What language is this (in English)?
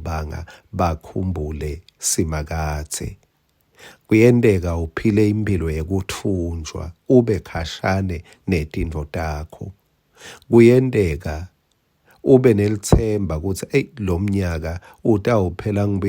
Swati